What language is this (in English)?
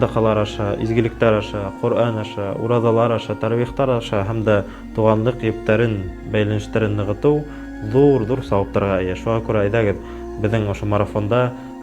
Bashkir